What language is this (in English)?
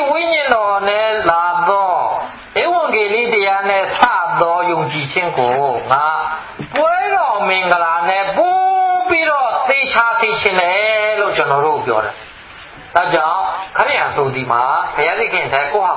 Burmese